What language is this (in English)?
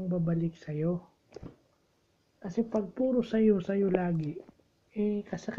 Filipino